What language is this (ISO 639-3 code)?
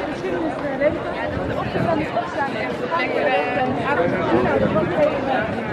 nld